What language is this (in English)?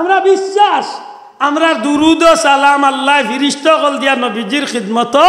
Sylheti